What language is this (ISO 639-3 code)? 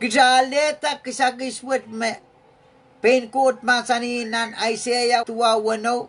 pon